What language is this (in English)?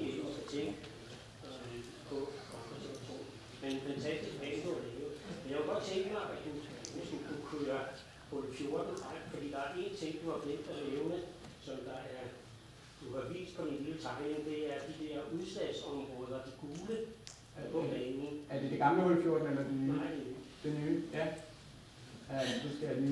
Danish